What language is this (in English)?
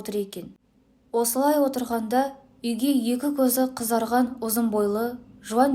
Kazakh